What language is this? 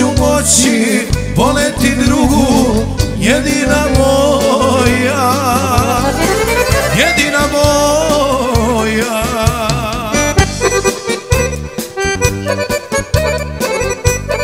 Serbian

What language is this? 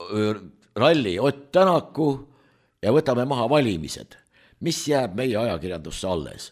Estonian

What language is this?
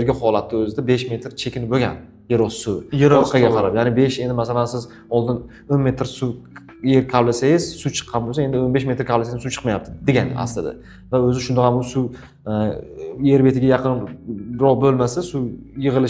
Uzbek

